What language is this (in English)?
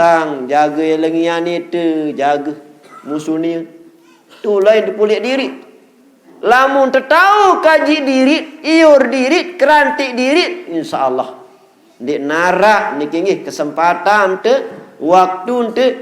Sasak